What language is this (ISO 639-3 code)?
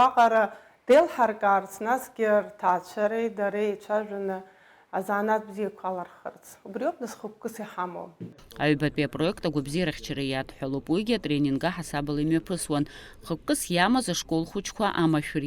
abk